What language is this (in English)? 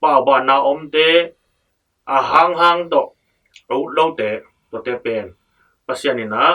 Tedim Chin